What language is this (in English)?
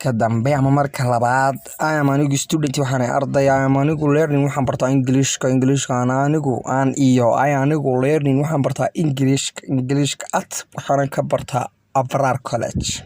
Somali